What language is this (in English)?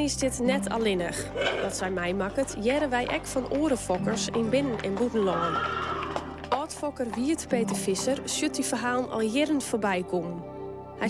Western Frisian